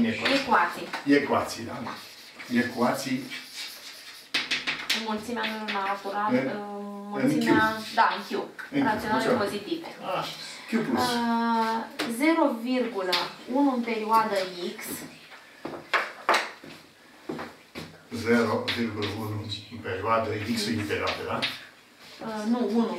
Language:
Romanian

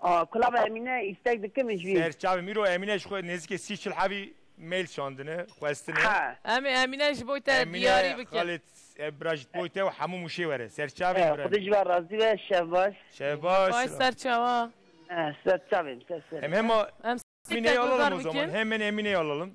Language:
Kurdish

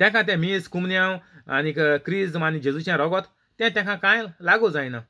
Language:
Konkani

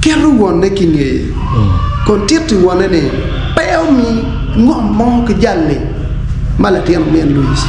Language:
Acoli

